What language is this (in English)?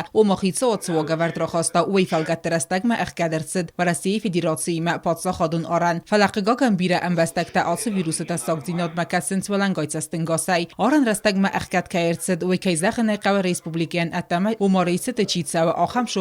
Ossetic